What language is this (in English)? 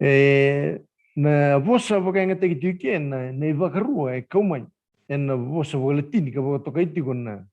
Fijian